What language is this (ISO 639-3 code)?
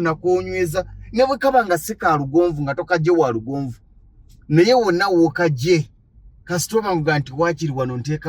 lug